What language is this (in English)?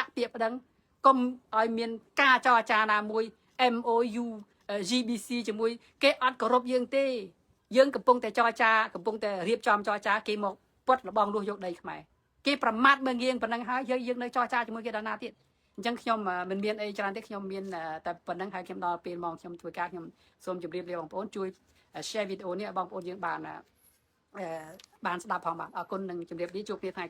Khmer